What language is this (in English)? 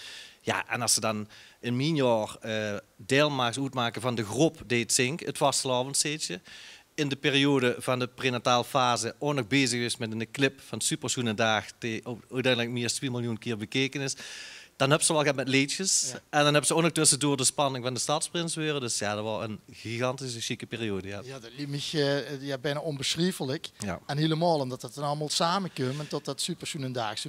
Limburgish